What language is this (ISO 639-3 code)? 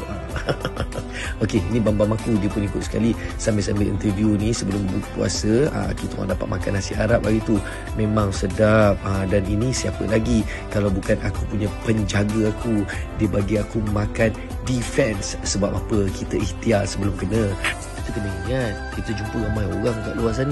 msa